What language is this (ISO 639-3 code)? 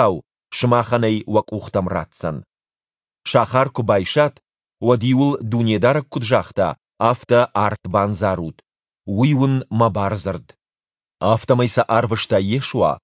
oss